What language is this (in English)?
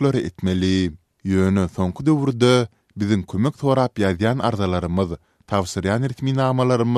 Turkmen